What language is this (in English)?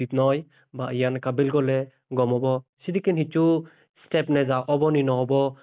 Chakma